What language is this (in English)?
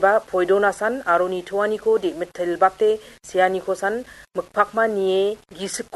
Garo